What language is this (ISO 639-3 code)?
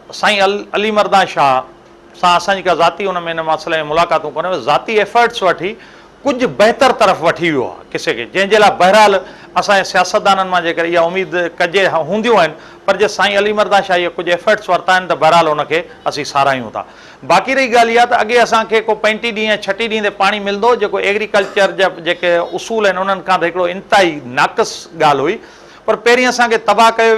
snd